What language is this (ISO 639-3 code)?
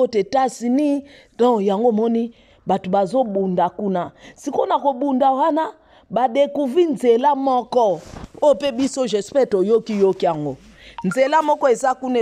lin